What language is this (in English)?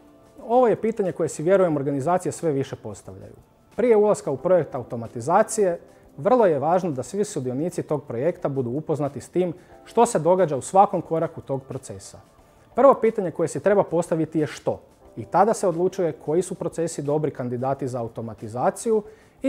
Croatian